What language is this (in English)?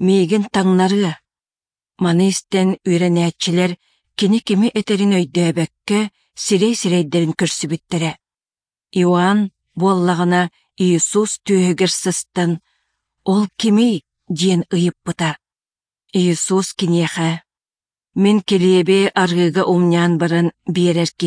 Yakut